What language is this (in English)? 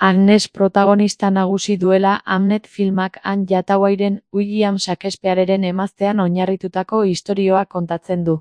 Basque